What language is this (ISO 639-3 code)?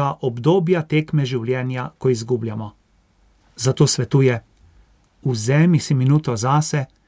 slv